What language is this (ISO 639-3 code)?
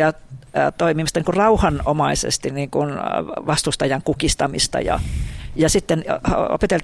fin